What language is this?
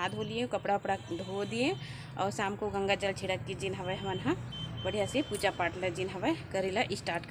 Chhattisgarhi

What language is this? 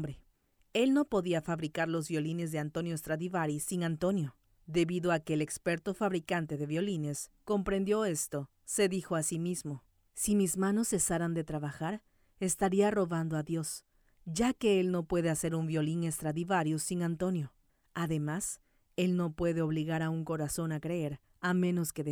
Spanish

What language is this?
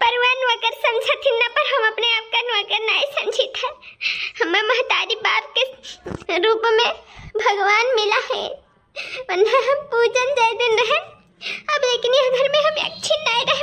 Awadhi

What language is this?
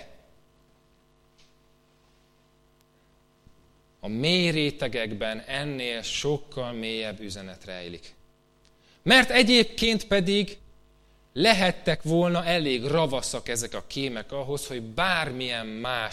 Hungarian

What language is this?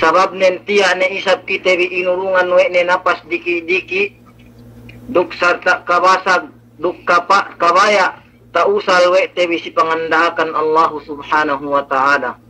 Yakan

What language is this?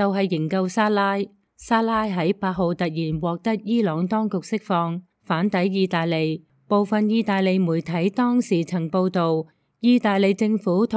Cantonese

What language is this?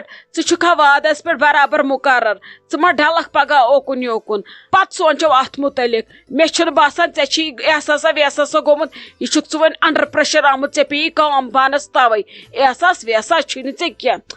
Kashmiri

